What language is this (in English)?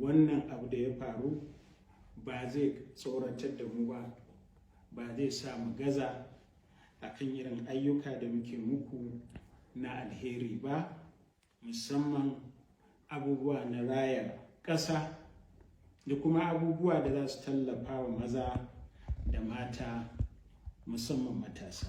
Hausa